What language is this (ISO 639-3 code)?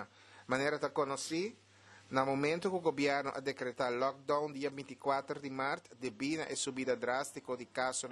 pap